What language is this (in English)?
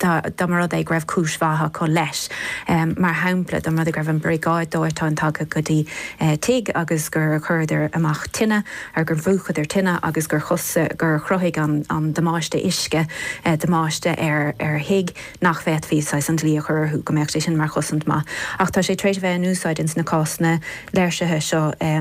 Irish